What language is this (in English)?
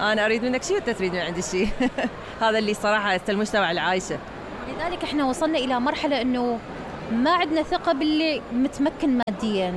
Mesopotamian Arabic